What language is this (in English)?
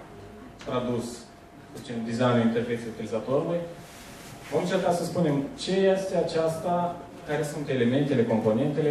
Romanian